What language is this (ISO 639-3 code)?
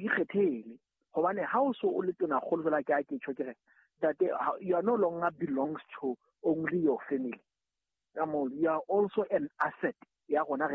sot